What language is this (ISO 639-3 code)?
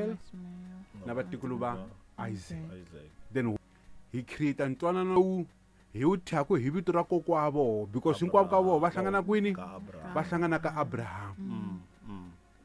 tso